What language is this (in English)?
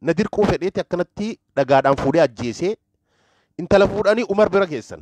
Oromo